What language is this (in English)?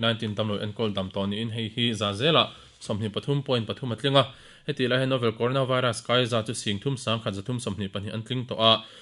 Mizo